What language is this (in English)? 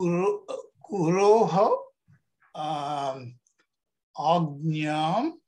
Sanskrit